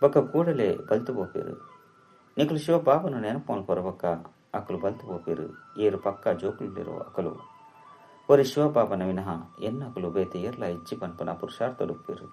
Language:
Tulu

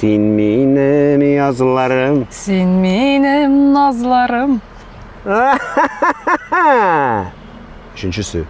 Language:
Tatar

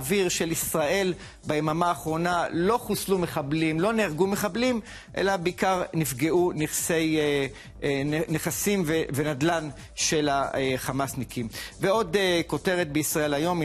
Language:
Hebrew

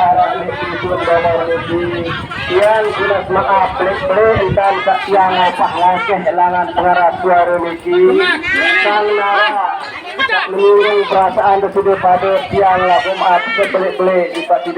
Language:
Sasak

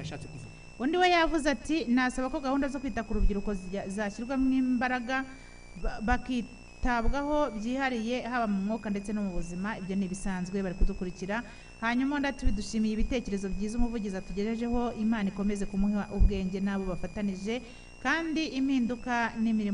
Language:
Kinyarwanda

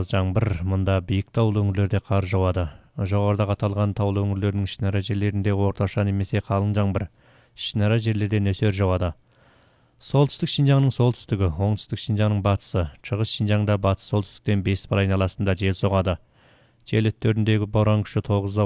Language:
Kyrgyz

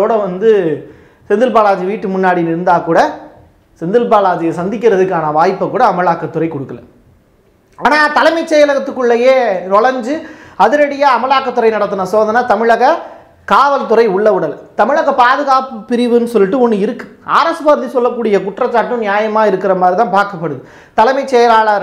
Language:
Tamil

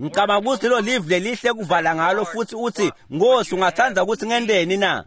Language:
Swati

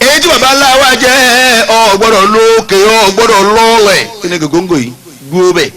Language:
Yoruba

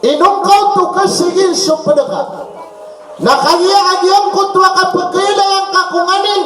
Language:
Maranao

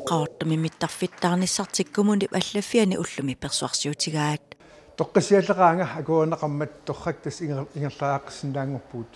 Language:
Kalaallisut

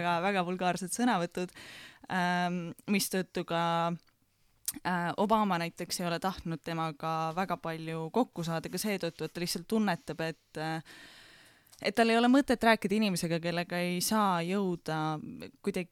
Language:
Estonian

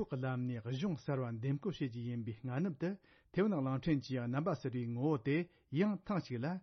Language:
Tibetan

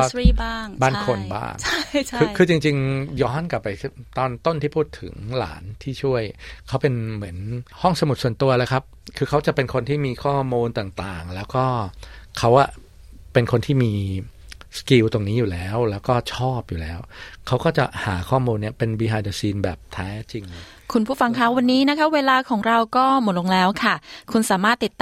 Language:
Thai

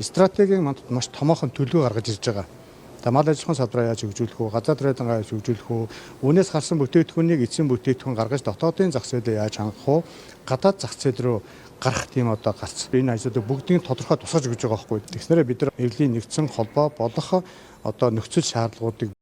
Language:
Mongolian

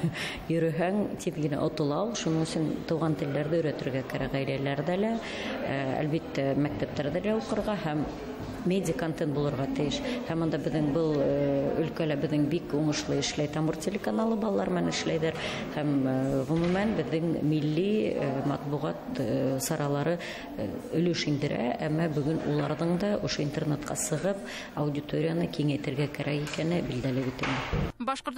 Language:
Bashkir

